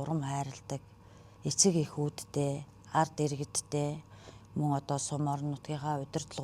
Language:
Mongolian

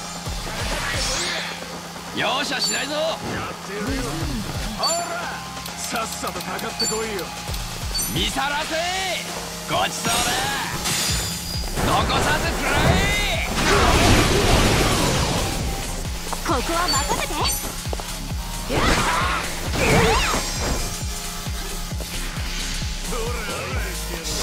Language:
Japanese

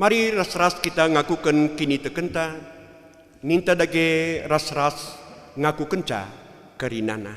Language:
Batak Karo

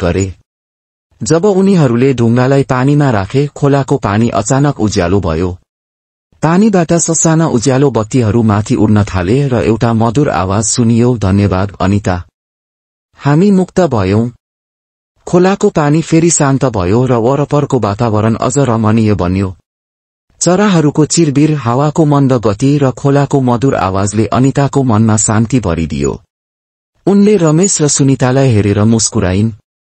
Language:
Nepali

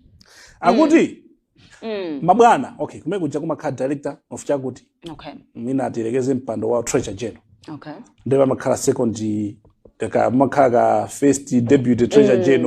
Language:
Nyanja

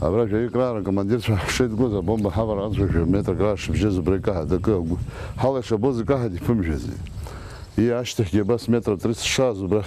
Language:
Abkhazian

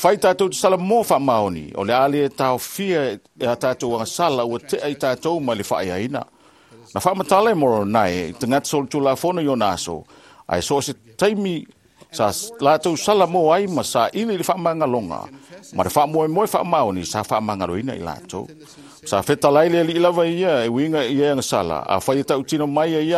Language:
Samoan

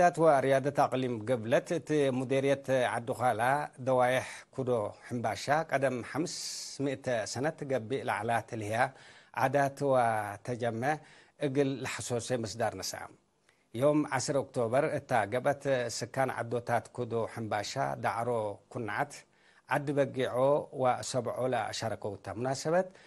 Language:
Tigre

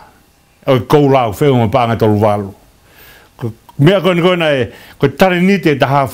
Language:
Tongan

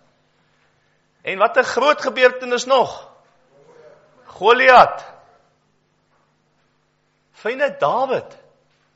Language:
Afrikaans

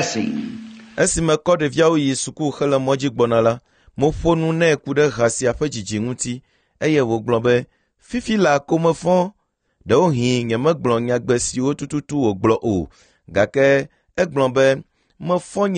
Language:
Ewe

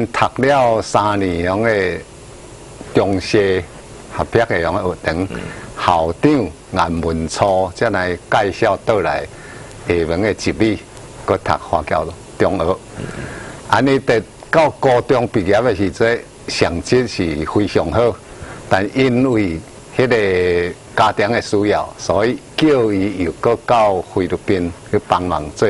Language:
Min Nan Chinese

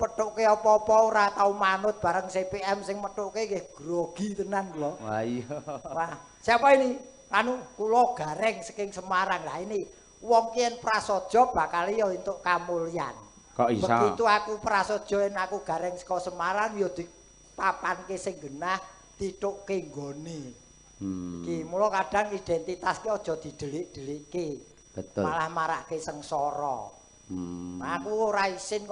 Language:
Javanese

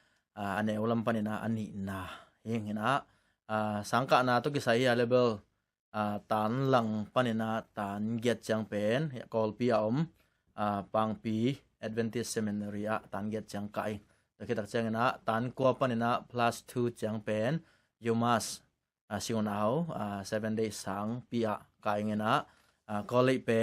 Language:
Tedim Chin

